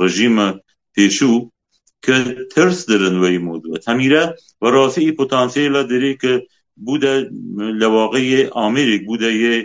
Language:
Kurdish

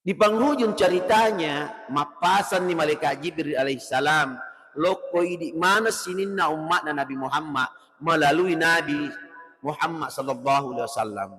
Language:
Buginese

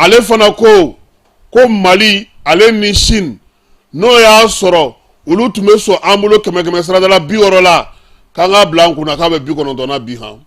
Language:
Bambara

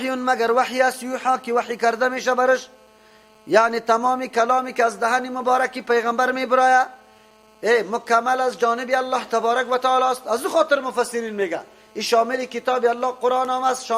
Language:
Persian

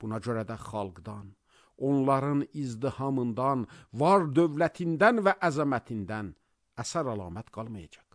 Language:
Azerbaijani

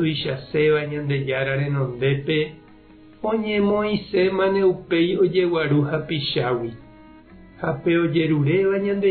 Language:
Guarani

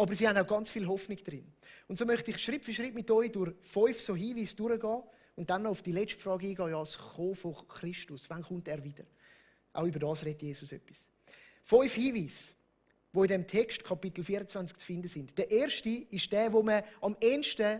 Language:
Swiss German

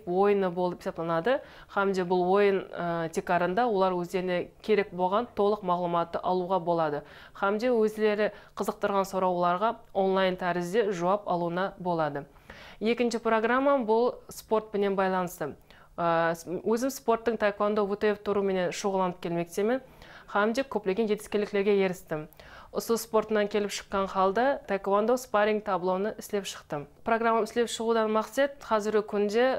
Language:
Kara-Kalpak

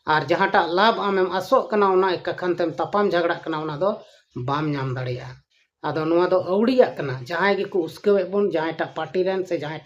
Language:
Santali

